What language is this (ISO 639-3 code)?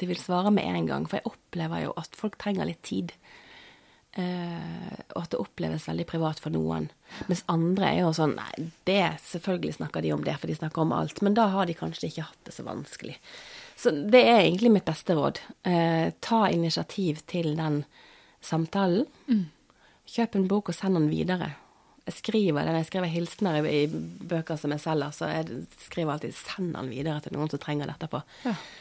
nor